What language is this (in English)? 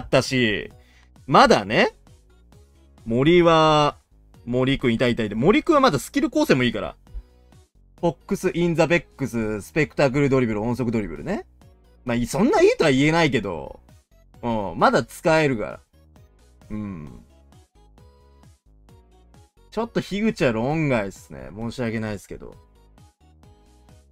Japanese